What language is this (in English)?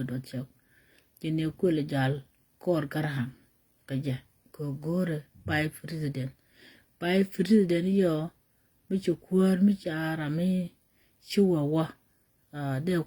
Nuer